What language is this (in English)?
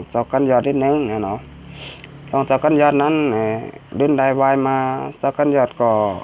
Shan